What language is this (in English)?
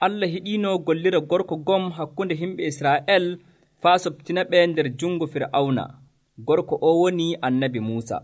Nigerian Fulfulde